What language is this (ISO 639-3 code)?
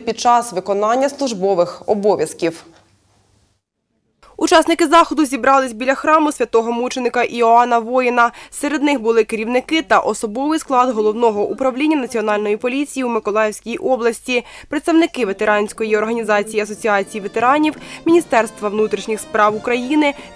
ukr